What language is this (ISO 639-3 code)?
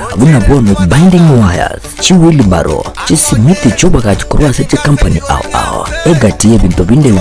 guz